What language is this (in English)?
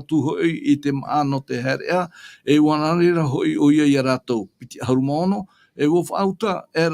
Tahitian